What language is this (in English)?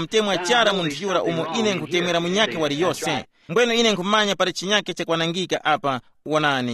Tumbuka